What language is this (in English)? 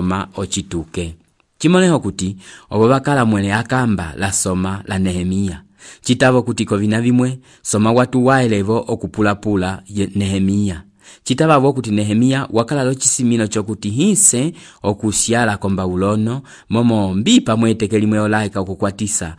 Umbundu